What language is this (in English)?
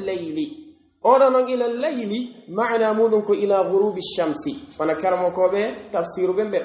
Pular